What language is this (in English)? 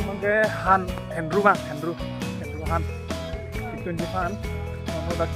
Karbi